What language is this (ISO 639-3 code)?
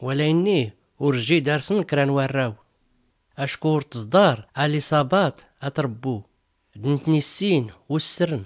shi